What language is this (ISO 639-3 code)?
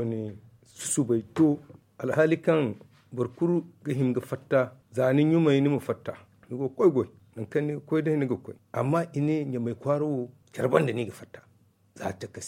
dje